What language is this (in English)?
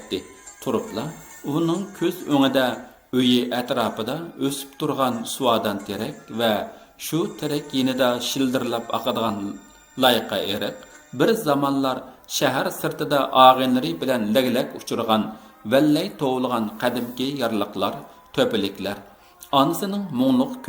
Uyghur